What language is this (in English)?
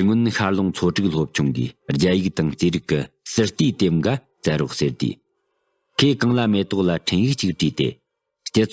Tibetan